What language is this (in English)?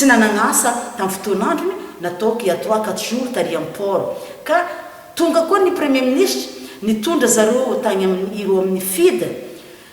Malagasy